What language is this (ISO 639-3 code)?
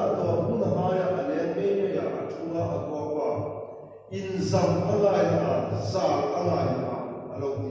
hmr